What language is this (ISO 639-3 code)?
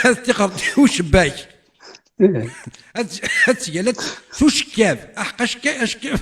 kab